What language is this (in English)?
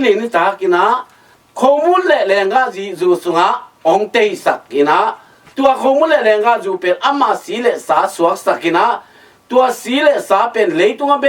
Tedim Chin